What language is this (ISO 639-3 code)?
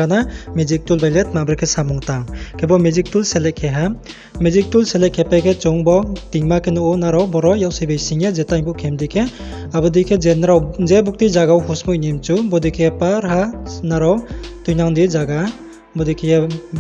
ria